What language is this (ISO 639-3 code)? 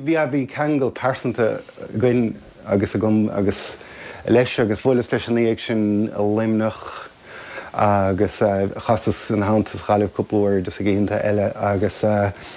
gle